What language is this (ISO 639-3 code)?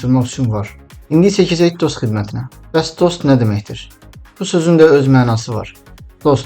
aze